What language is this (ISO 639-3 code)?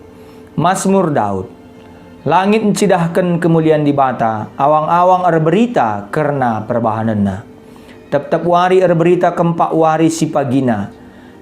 btx